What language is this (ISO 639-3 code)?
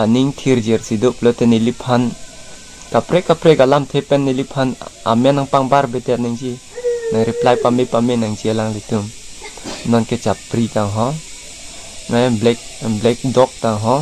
mjw